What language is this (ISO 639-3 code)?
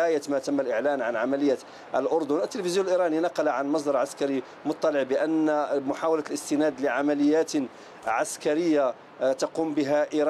ara